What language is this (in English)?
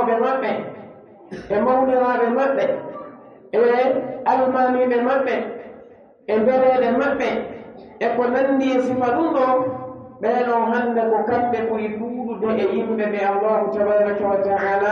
Pular